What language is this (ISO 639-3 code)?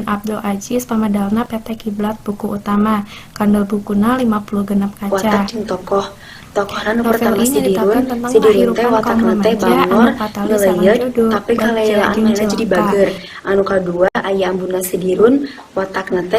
sun